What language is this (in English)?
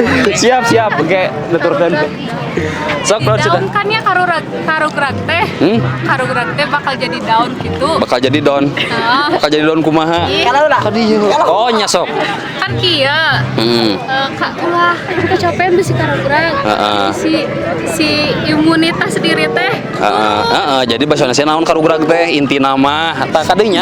Sundanese